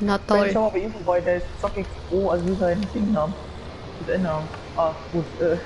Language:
Bavarian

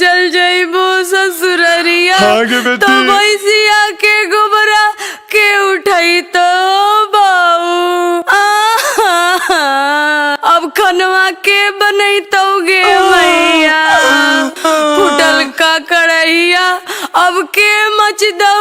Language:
Magahi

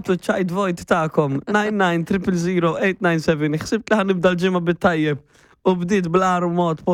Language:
Maltese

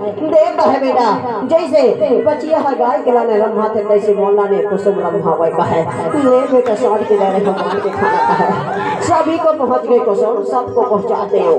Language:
Chhattisgarhi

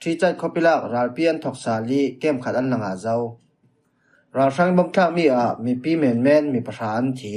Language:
Falam Chin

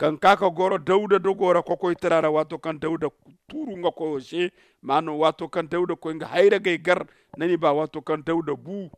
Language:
Zarma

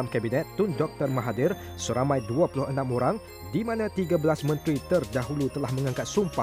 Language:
Malay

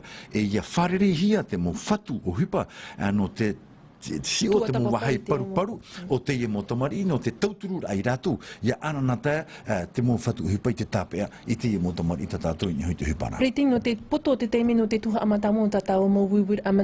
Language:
Tahitian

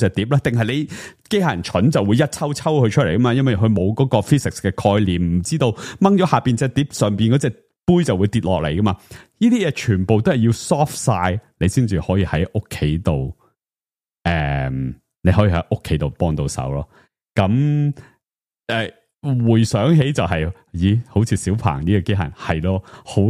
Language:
Cantonese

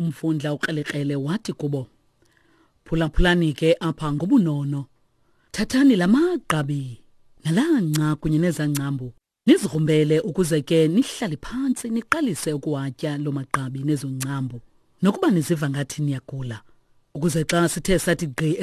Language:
Xhosa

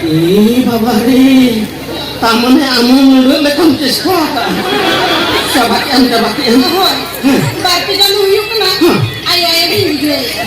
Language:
Santali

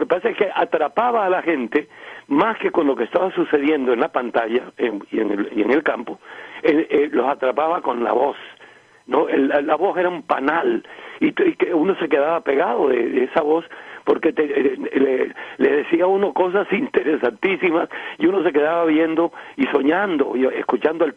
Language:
Spanish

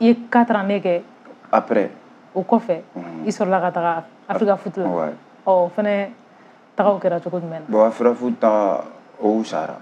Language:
Bambara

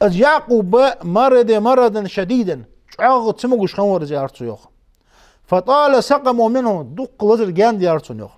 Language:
Ingush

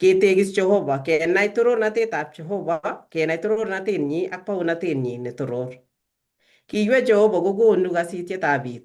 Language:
Kalenjin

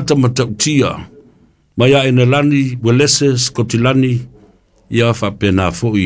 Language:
Samoan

